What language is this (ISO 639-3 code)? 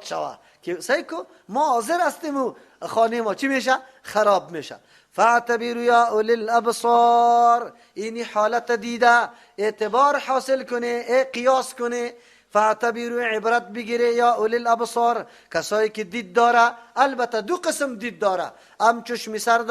fas